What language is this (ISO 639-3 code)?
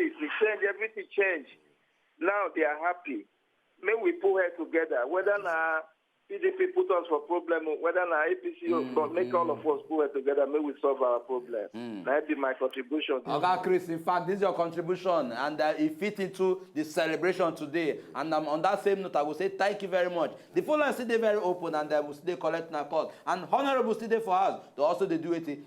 pcm